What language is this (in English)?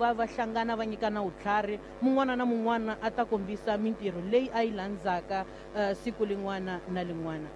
Tsonga